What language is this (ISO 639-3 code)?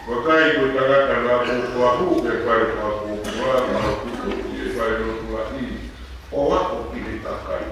ton